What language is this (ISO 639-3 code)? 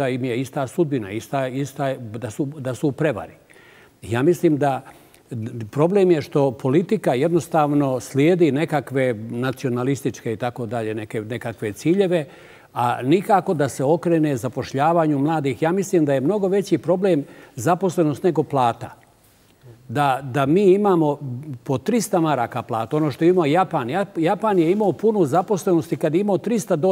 bos